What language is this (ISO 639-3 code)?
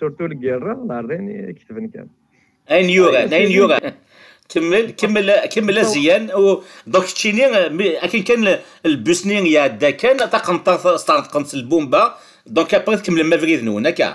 kab